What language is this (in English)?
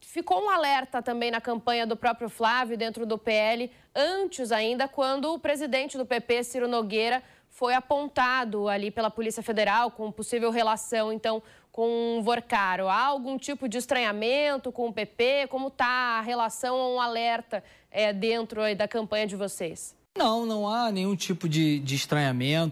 Portuguese